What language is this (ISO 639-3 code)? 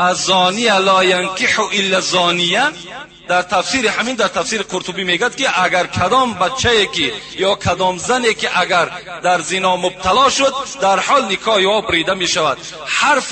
tgk